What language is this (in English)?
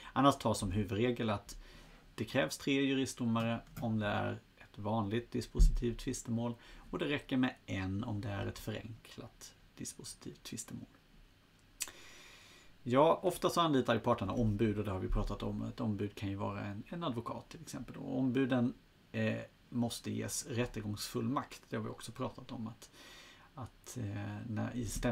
Swedish